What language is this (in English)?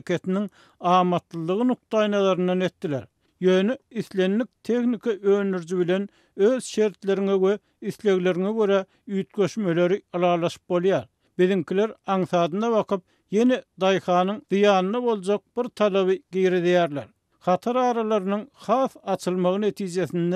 Turkmen